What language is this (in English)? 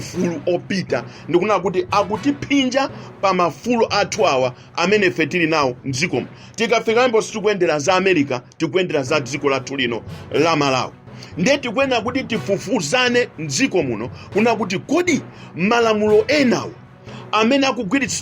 Nyanja